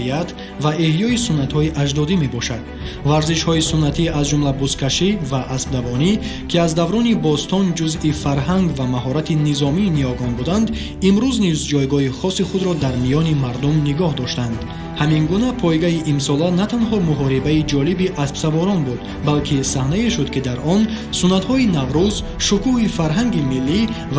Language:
Tajik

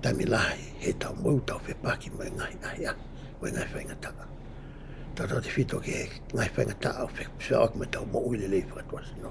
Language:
Tongan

